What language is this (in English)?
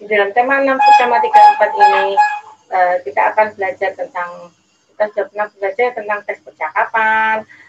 Indonesian